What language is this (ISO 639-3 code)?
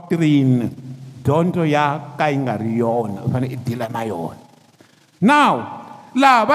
tso